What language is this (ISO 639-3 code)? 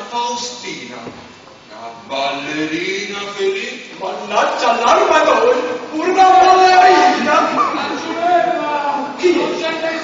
nap